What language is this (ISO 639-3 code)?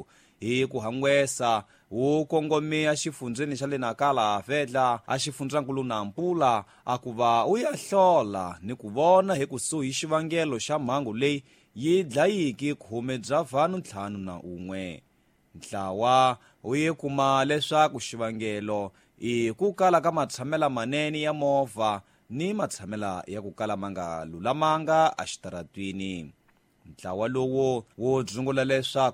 tso